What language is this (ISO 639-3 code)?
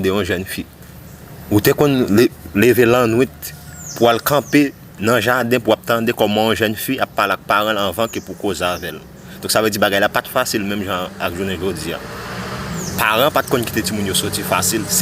hat